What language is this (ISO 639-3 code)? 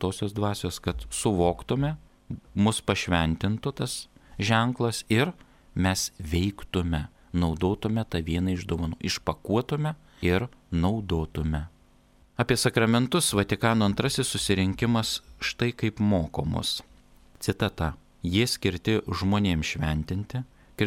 lit